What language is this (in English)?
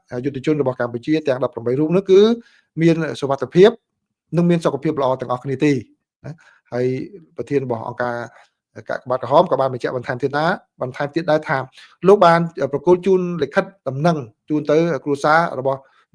Khmer